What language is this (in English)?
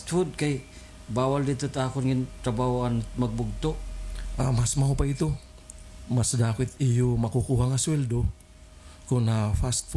Waray